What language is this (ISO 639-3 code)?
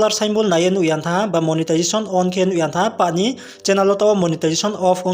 ria